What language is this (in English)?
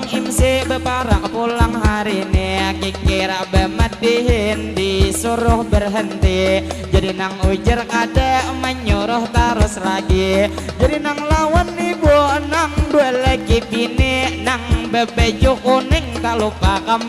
Banjar